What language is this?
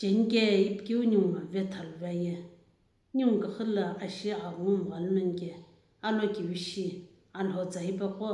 Sumi Naga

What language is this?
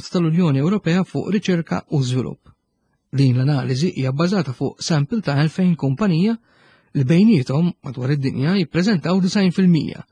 Maltese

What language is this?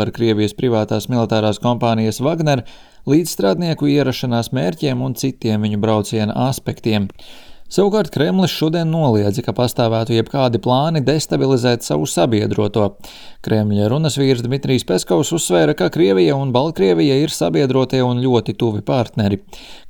Latvian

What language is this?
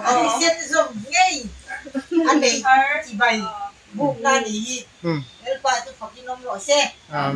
Mizo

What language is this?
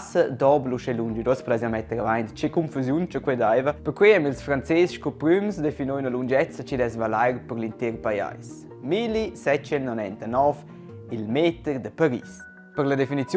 Romansh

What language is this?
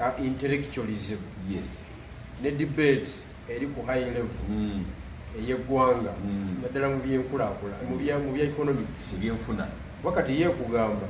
Ganda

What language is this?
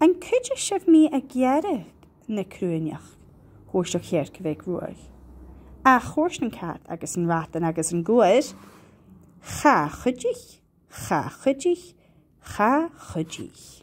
Scottish Gaelic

